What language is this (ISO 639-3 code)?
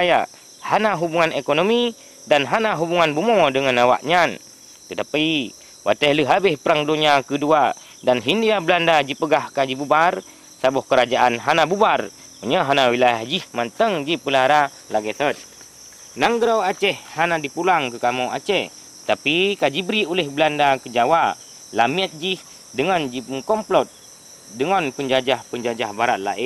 ace